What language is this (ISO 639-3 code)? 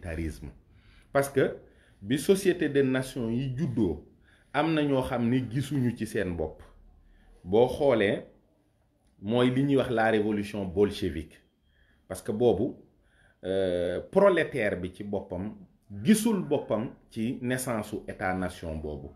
wol